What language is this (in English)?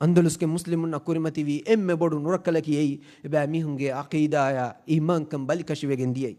Divehi